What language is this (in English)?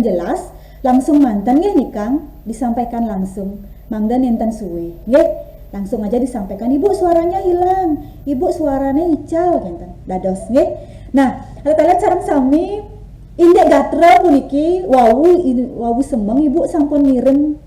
Balinese